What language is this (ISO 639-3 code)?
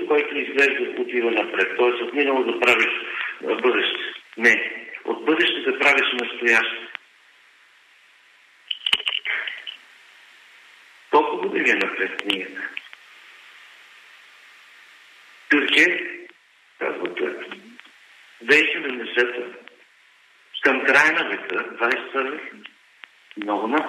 bul